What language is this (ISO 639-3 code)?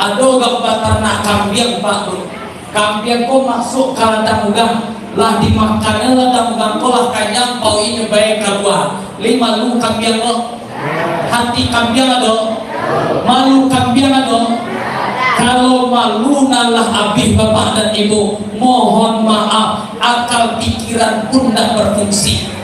min